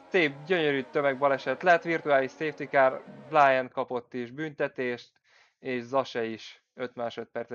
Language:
Hungarian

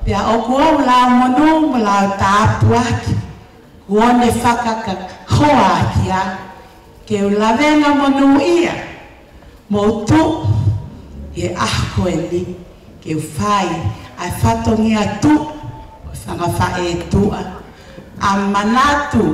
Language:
Tongan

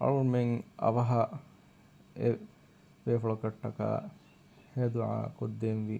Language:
Divehi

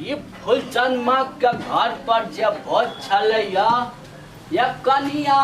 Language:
Maithili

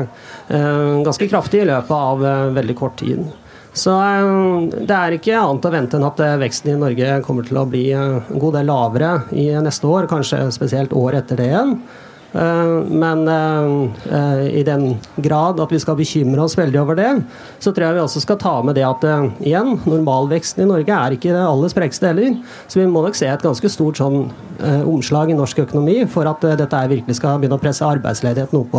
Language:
Norwegian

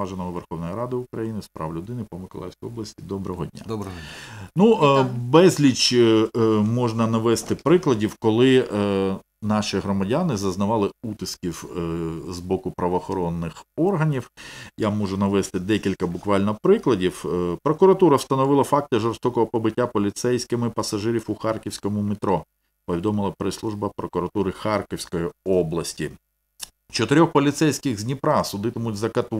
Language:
Ukrainian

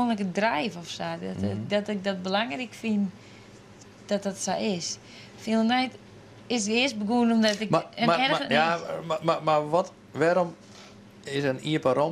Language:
Western Frisian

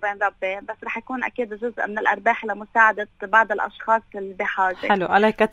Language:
North Levantine Arabic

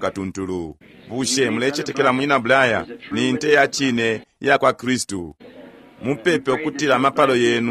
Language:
Bemba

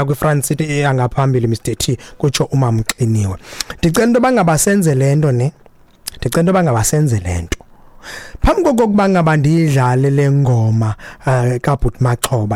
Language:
Xhosa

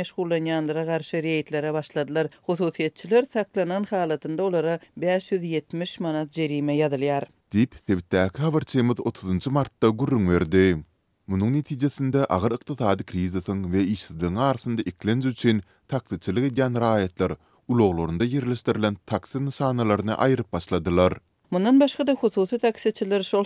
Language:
Turkmen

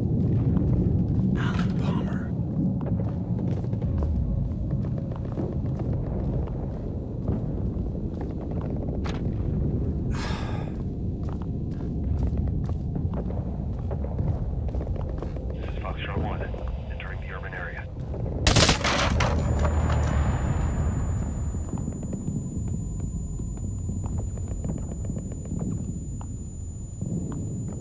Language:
English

